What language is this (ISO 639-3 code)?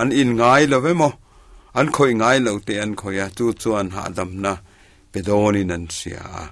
lus